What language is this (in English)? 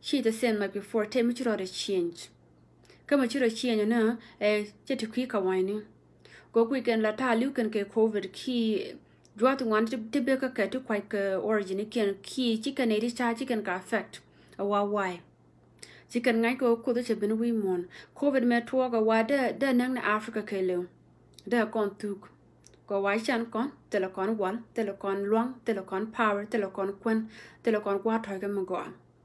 Nuer